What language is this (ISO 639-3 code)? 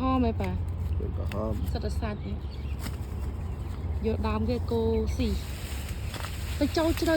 khm